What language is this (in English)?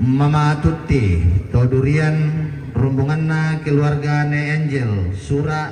Toraja-Sa'dan